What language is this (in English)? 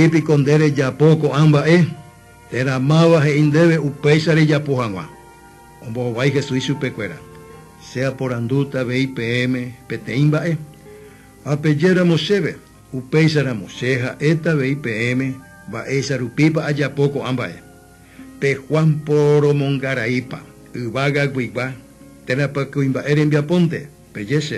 Guarani